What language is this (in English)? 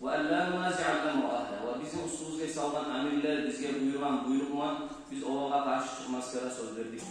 Kumyk